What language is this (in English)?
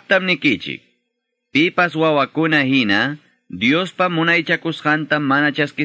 Ayacucho Quechua